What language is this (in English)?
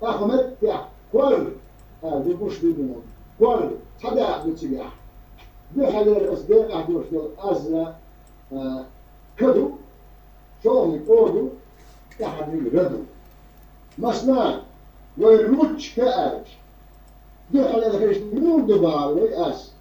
Chechen